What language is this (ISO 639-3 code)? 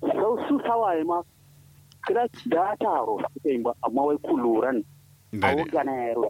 kau